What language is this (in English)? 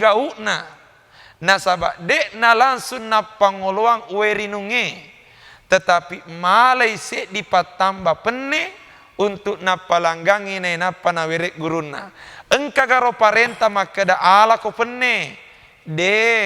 Buginese